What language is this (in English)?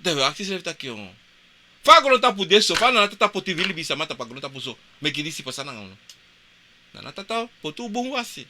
Sranan Tongo